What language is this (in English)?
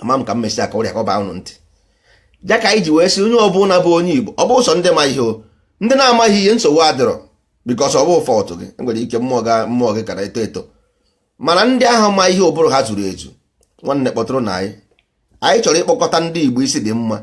Igbo